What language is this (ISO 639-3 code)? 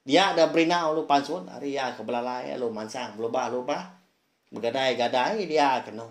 iba